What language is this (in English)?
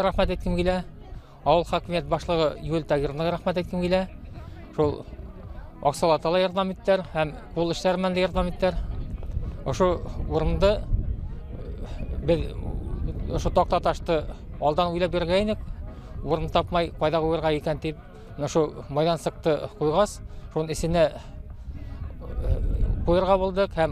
Bashkir